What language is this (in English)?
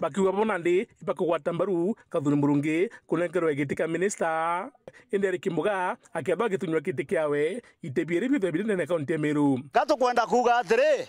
Meru